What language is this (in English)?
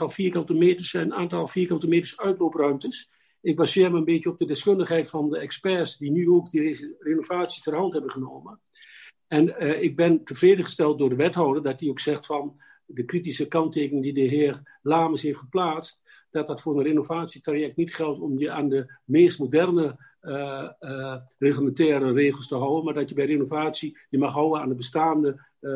Dutch